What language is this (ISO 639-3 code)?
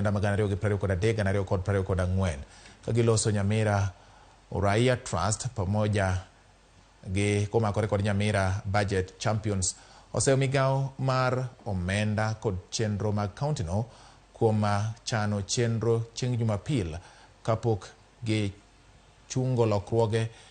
luo